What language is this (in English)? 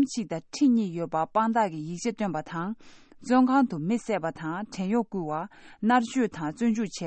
Tibetan